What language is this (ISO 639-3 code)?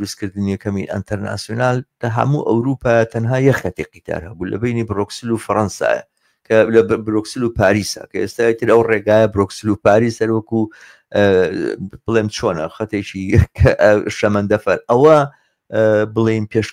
ckb